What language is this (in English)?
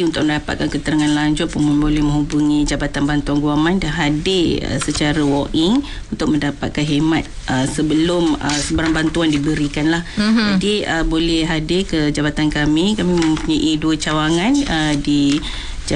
Malay